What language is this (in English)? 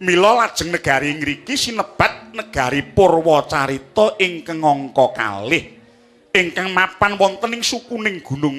Javanese